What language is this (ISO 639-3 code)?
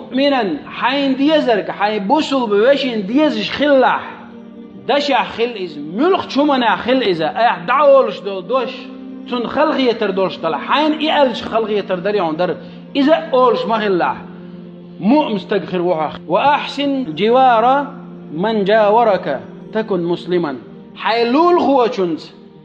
che